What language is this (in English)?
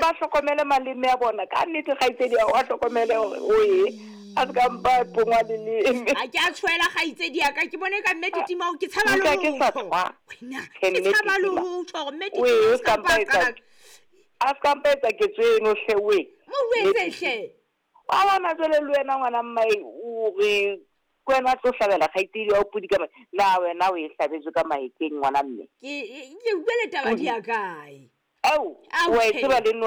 Southern Sotho